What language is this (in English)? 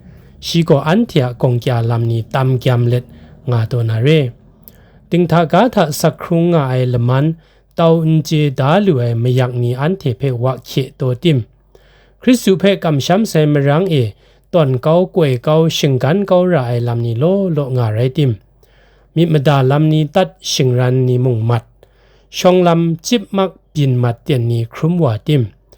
Kachin